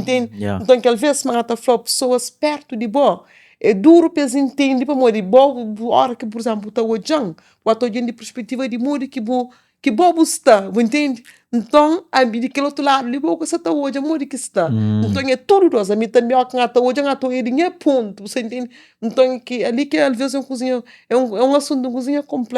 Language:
Kabuverdianu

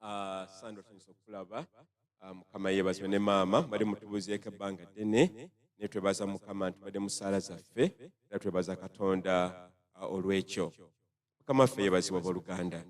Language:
Ganda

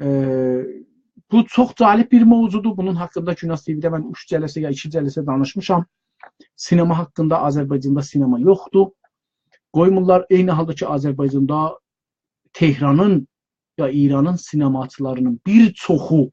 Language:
South Azerbaijani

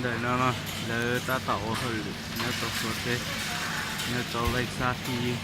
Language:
Hmong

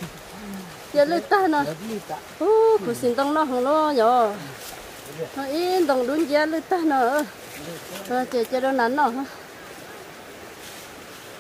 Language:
Vietnamese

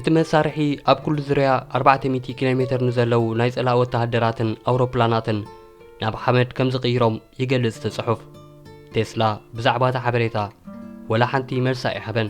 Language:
Tigrinya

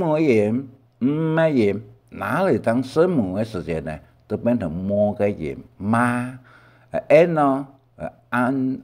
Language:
Hakka Chinese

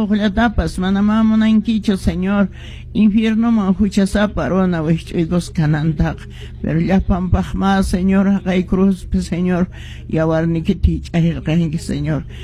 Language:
Quechua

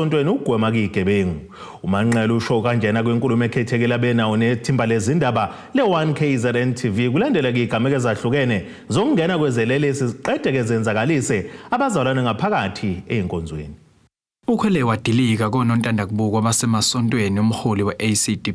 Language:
Zulu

